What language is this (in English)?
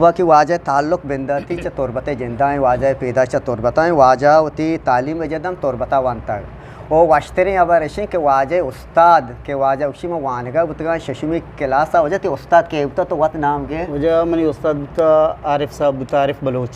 Eastern Balochi